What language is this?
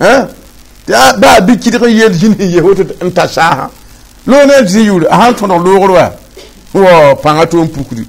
Mossi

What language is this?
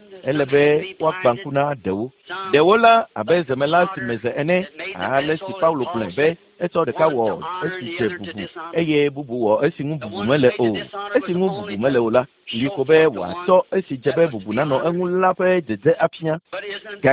Ewe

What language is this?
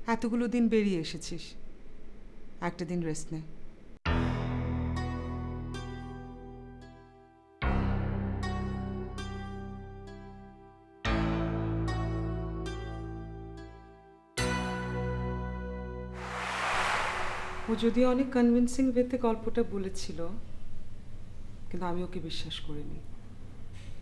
Bangla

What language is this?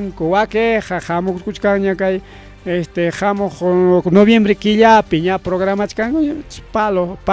Ayacucho Quechua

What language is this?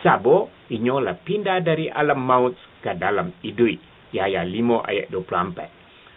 Minangkabau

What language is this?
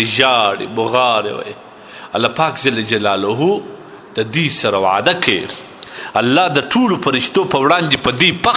Pashto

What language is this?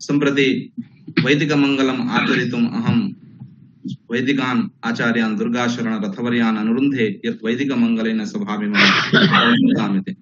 Sanskrit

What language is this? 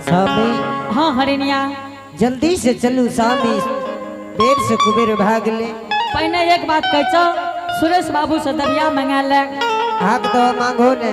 Angika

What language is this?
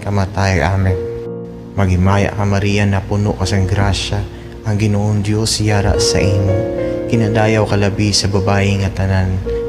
Hiligaynon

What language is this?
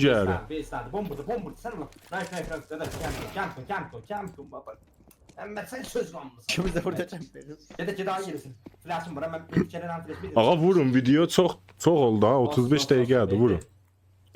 South Azerbaijani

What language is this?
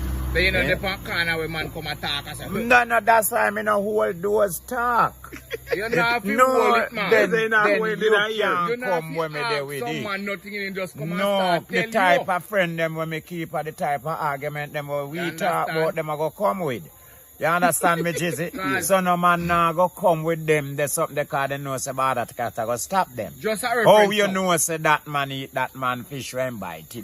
Jamaican Creole English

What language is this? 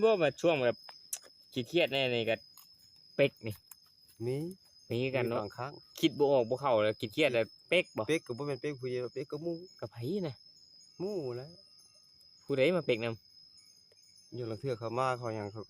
Northeastern Thai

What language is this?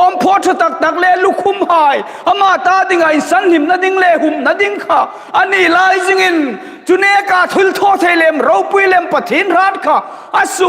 Hmar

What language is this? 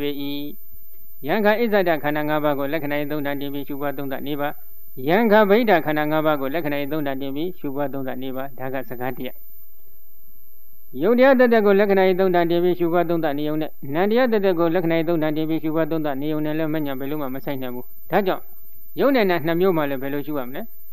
Burmese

